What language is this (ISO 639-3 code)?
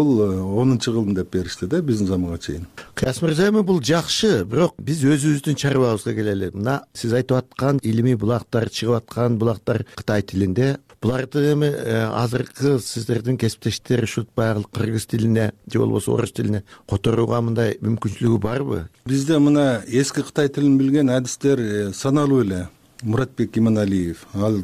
kir